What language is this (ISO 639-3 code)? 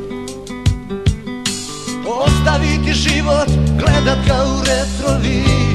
hrv